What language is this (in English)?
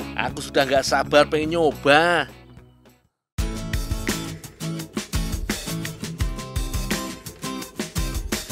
Indonesian